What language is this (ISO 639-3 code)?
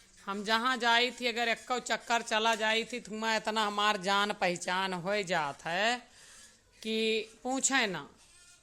awa